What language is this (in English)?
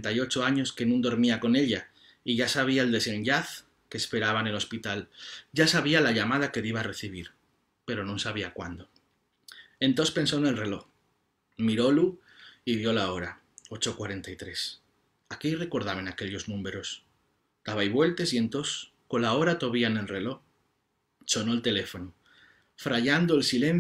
Asturian